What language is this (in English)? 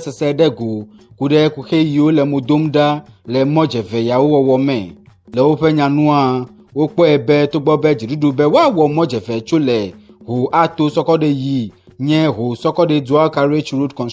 Ewe